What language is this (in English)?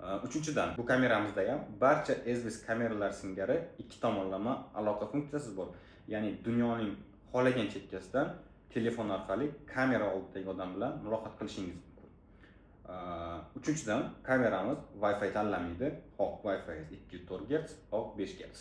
Uzbek